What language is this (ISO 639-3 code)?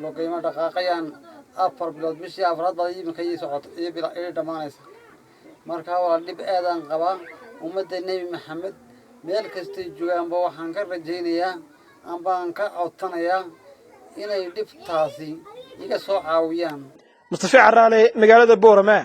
som